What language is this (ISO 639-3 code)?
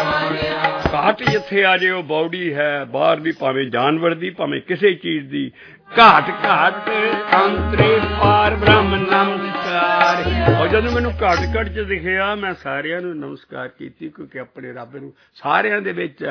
pan